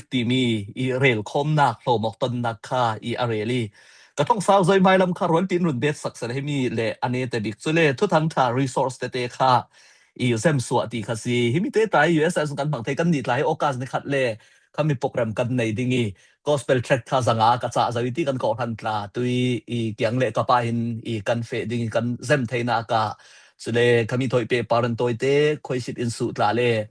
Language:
Falam Chin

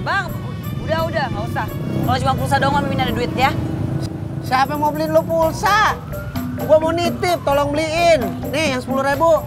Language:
Betawi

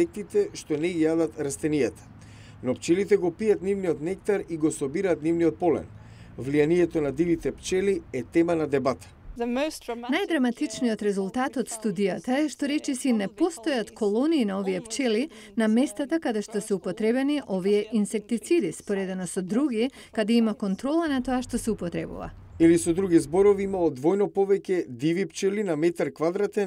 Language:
Macedonian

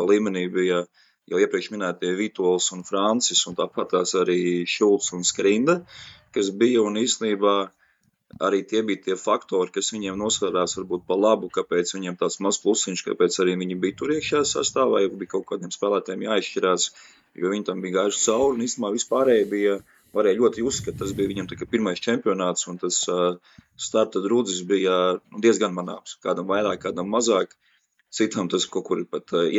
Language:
Latvian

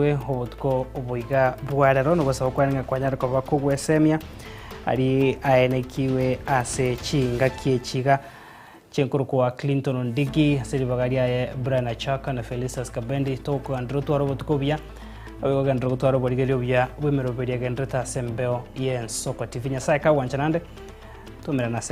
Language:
Gusii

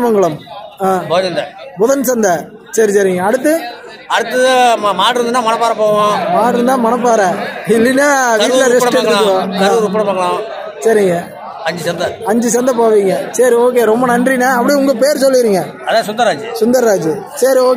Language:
Tamil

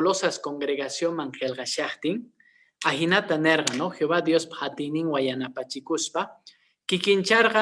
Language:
Quechua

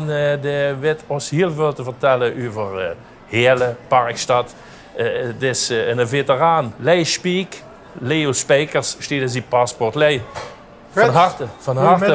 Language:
Limburgish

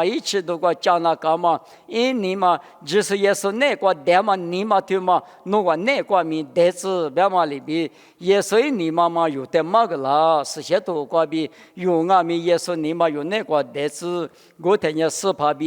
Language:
Lisu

